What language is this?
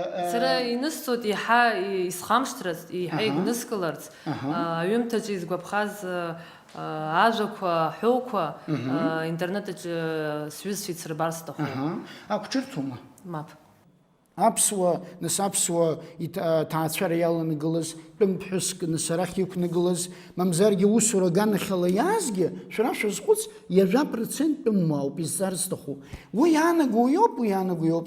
Abkhazian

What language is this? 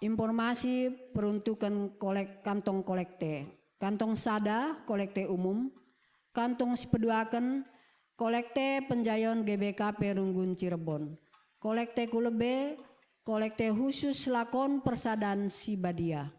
Batak Karo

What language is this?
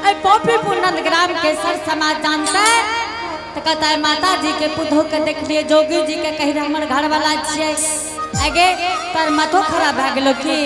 Angika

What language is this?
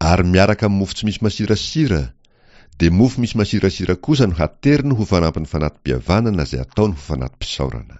Malagasy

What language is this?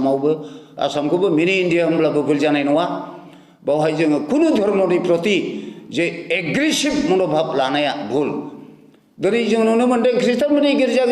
Bodo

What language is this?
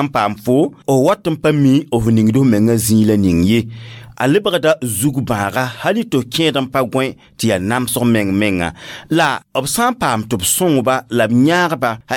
Mossi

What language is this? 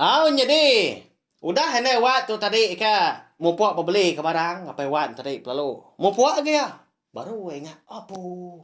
Iban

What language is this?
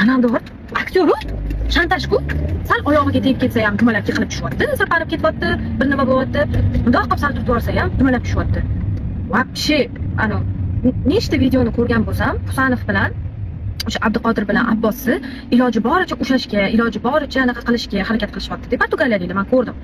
Uzbek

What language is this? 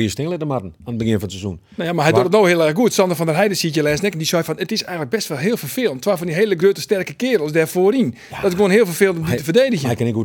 Western Frisian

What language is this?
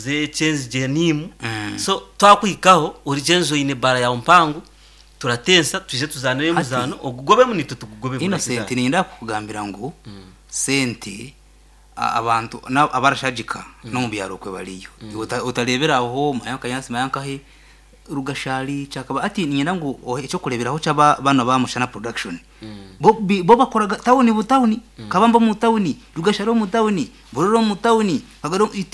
Nyankole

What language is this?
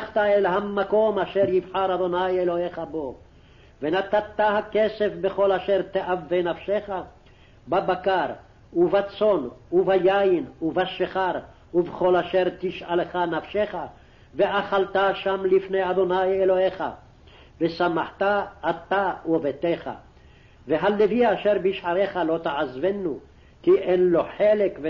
Hebrew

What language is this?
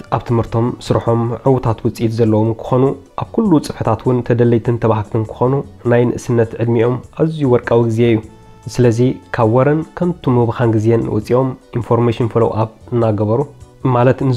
Tigrinya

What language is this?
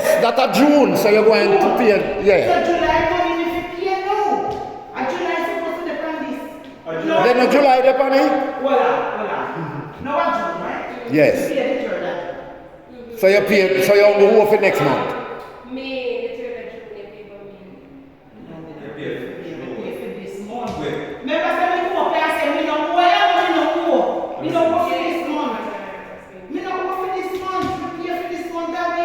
Jamaican Creole English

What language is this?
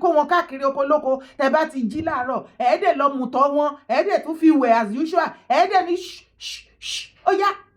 Yoruba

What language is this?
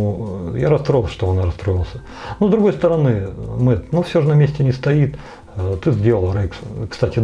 Russian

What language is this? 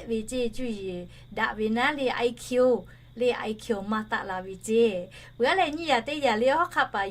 Lahu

